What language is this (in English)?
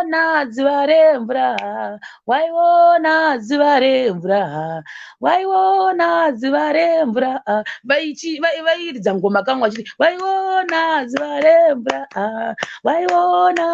Shona